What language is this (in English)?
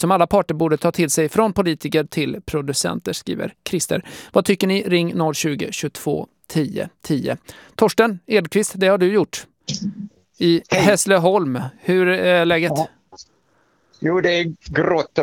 Swedish